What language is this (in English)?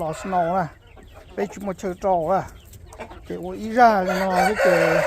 Hmong